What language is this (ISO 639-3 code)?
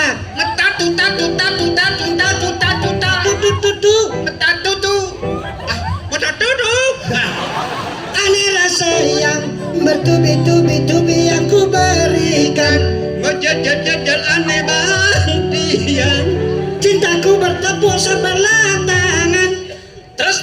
ban